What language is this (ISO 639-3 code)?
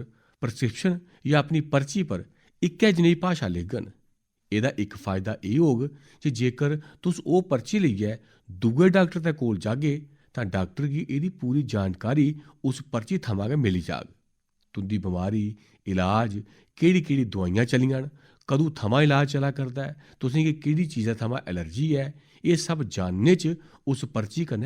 doi